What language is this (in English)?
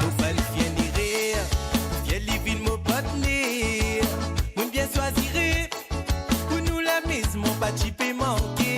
Morisyen